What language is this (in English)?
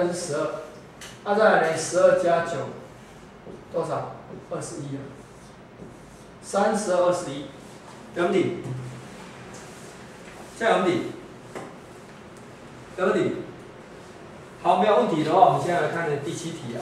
Chinese